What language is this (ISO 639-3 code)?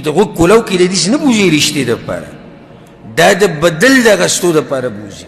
pus